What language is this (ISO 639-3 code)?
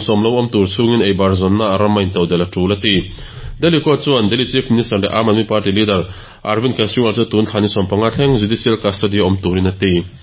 lus